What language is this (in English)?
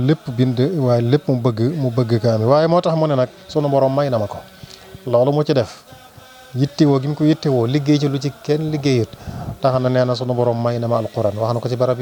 Wolof